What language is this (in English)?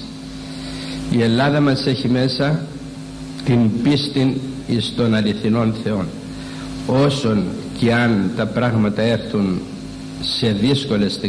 Greek